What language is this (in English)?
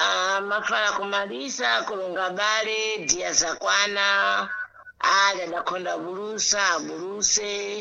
Sena